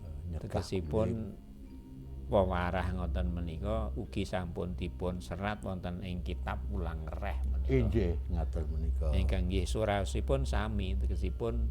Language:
Javanese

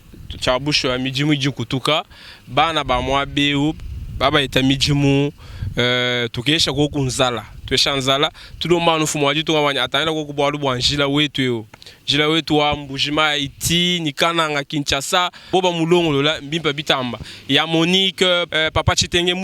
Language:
Luba-Lulua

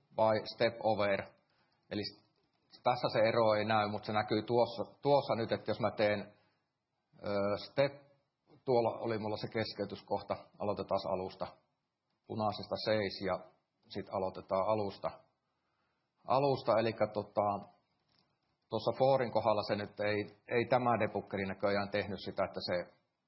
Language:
Finnish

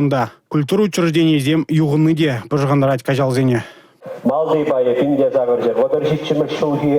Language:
Chuvash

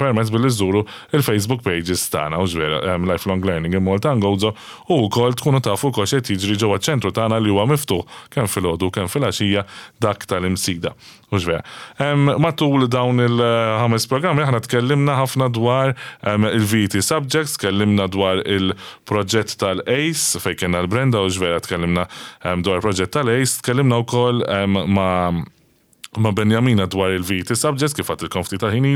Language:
Maltese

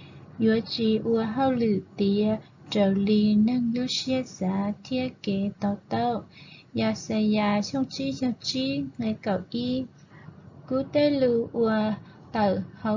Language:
Hmong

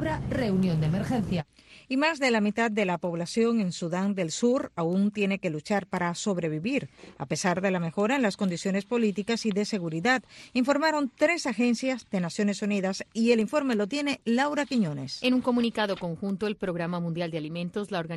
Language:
Spanish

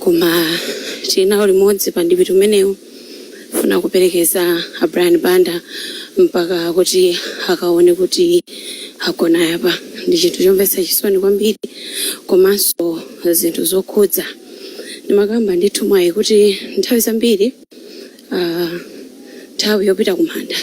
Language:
Nyanja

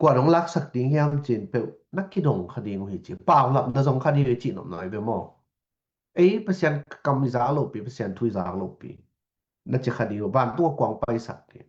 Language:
Tedim Chin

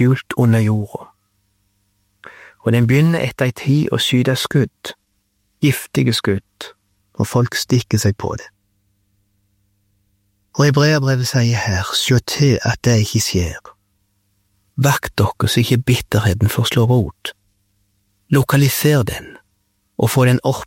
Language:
Norwegian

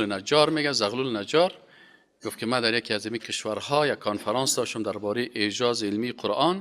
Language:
Persian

